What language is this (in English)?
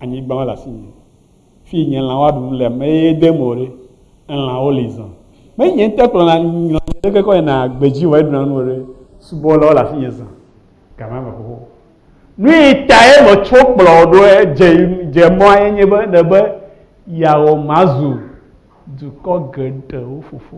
Ewe